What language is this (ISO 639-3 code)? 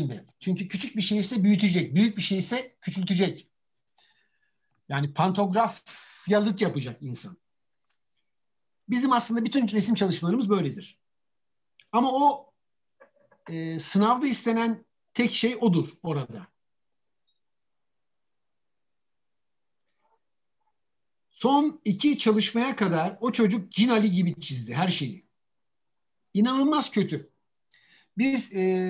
tur